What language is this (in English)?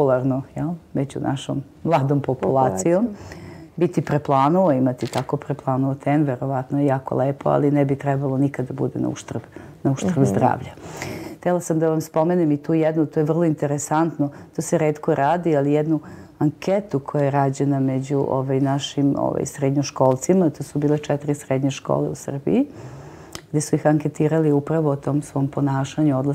Serbian